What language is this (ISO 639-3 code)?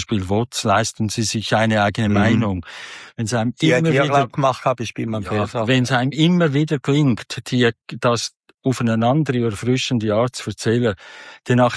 deu